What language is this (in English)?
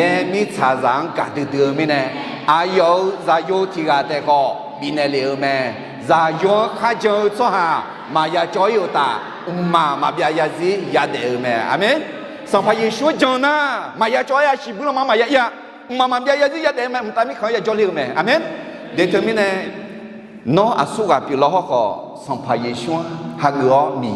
Akha